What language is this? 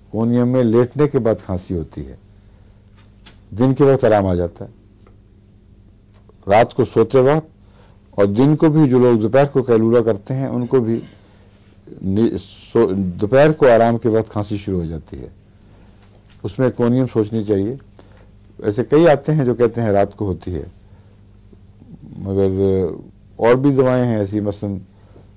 Urdu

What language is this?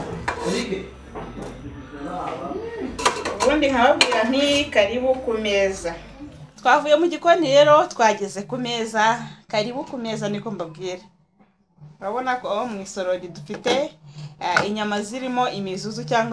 Kinyarwanda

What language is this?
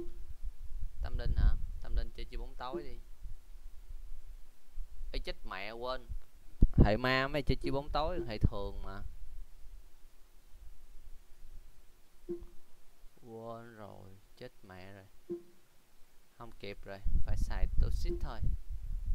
Vietnamese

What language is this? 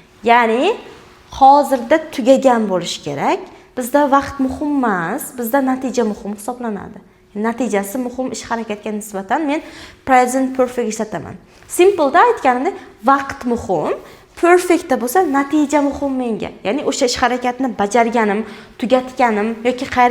Uzbek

